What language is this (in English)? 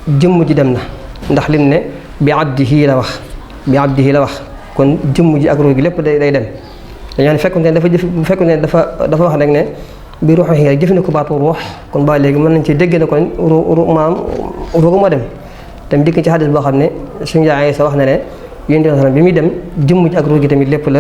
Wolof